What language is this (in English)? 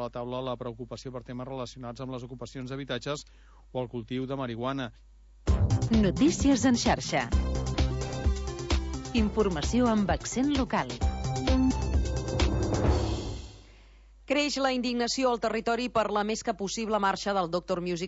Catalan